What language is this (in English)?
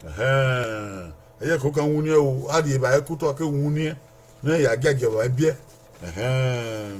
Bini